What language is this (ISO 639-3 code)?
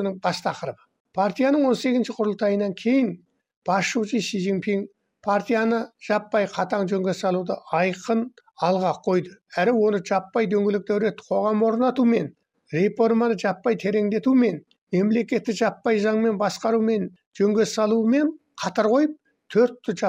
kaz